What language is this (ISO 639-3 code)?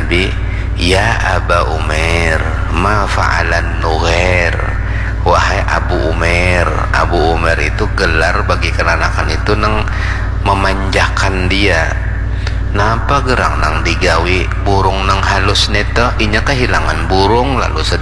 bjn